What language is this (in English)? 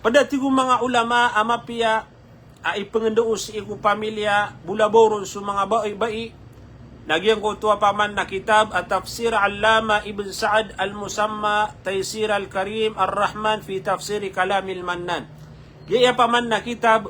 Maranao